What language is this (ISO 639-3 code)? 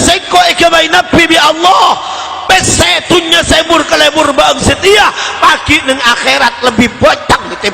mad